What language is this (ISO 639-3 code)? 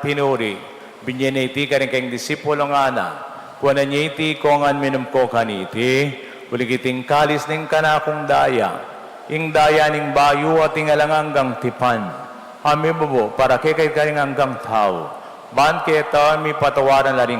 pam